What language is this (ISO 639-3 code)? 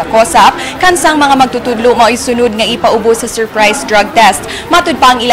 ceb